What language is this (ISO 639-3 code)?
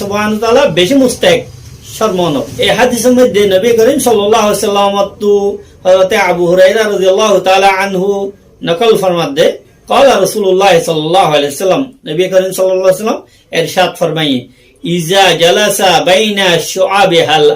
rhg